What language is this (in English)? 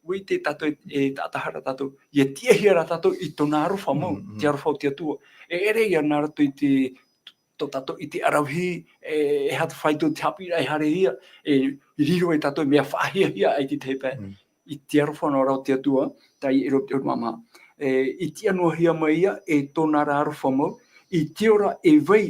Tahitian